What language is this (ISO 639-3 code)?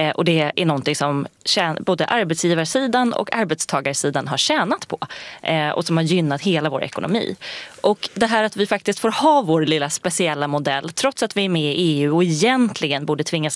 swe